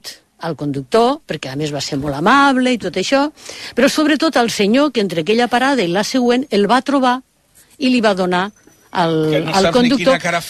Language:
Catalan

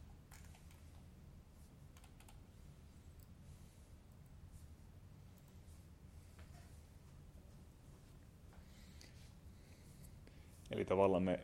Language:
Finnish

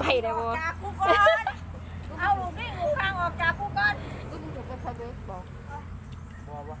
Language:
Lao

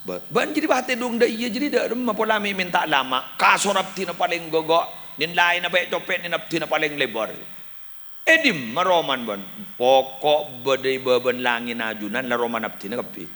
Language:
Madurese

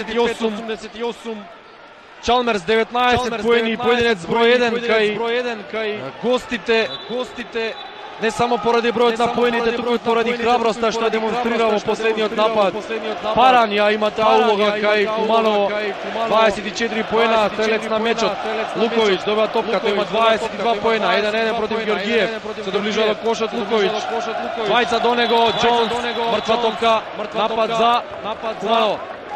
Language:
Macedonian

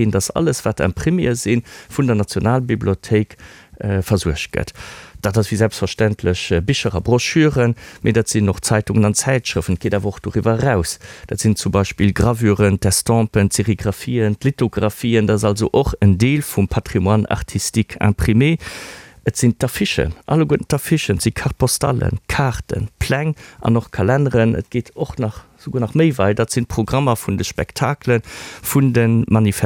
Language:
Luxembourgish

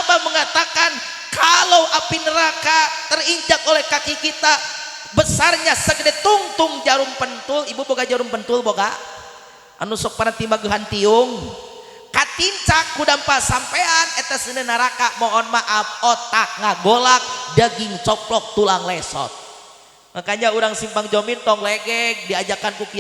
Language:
Sundanese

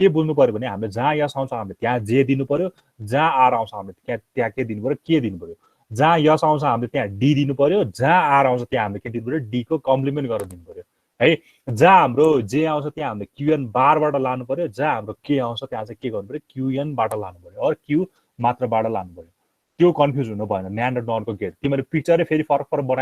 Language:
Nepali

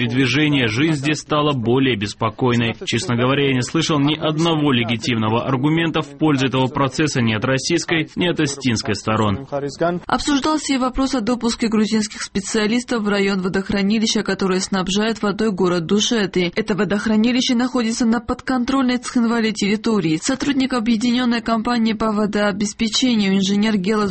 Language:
Russian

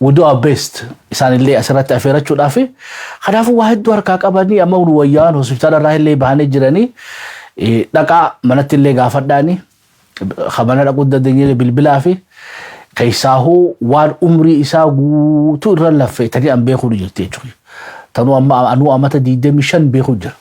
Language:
Oromo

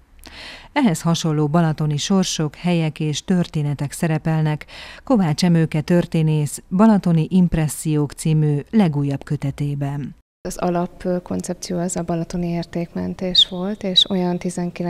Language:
Hungarian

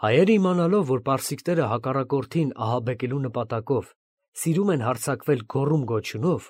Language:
Armenian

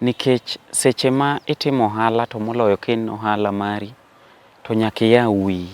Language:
Luo (Kenya and Tanzania)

